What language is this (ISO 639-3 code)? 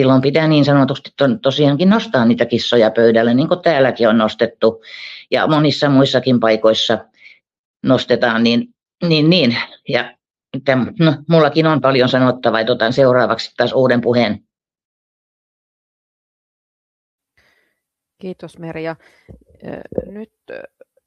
fin